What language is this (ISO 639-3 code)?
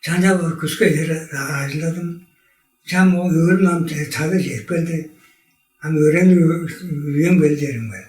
tyv